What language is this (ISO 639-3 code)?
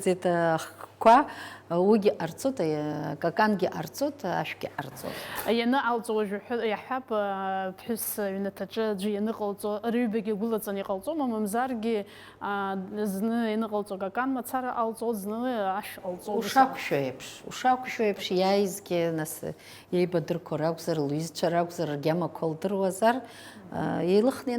abk